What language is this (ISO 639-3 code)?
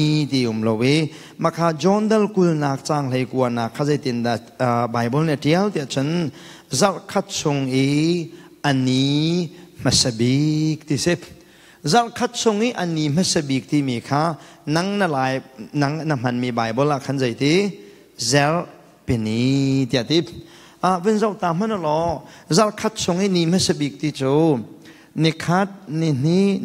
cnh